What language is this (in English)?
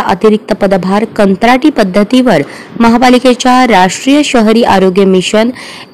Marathi